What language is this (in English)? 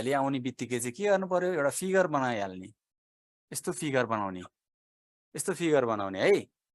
Nepali